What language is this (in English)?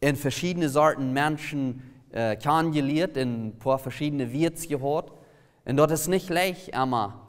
Plautdietsch